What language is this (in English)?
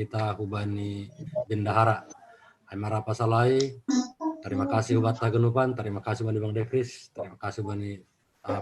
Batak Simalungun